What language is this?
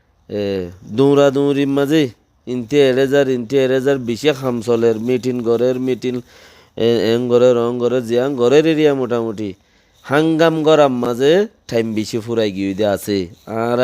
Rohingya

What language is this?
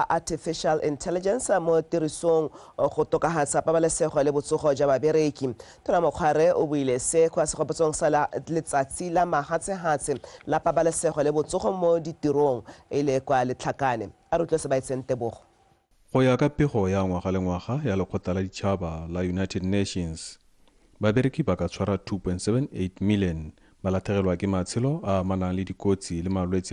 Tswana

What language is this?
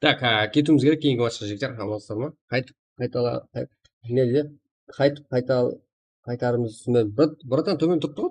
Kara-Kalpak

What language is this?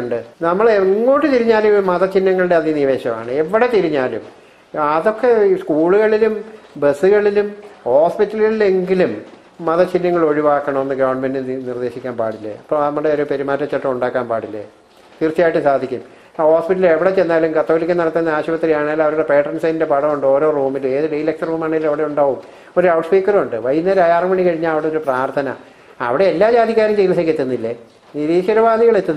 Malayalam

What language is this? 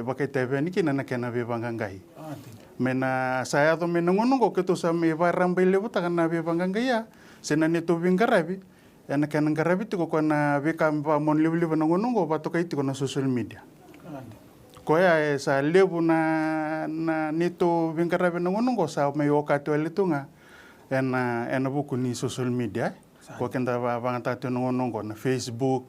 Fijian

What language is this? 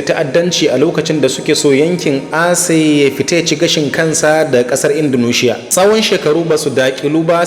Hausa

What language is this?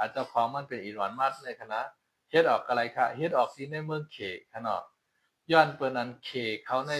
Shan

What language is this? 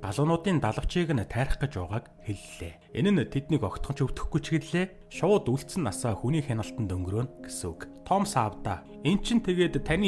Mongolian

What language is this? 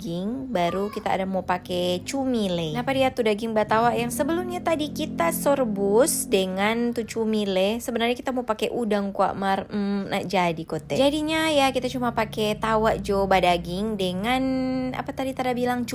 Manado Malay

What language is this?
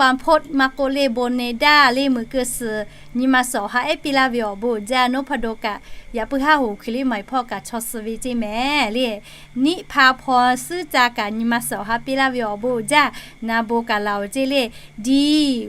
Lahu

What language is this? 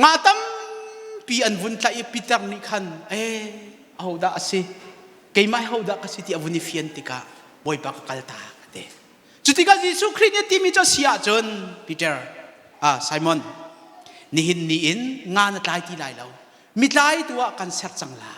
Hakha Chin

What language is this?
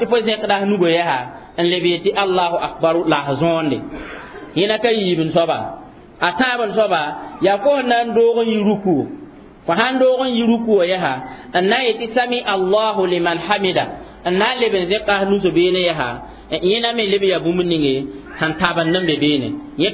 Mossi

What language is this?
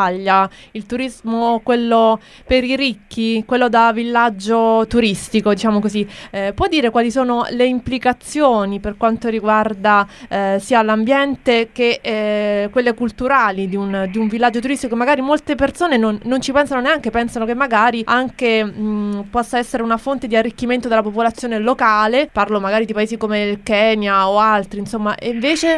Italian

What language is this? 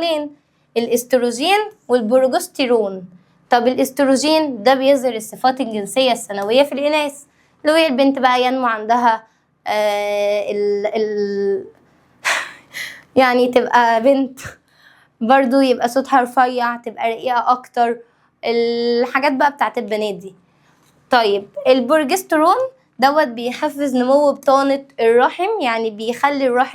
Egyptian Arabic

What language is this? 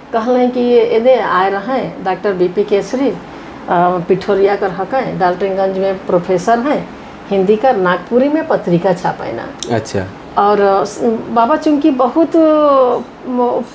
Sadri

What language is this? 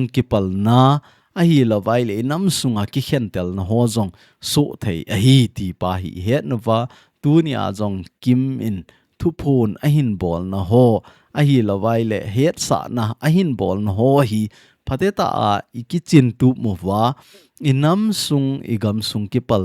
Thado Chin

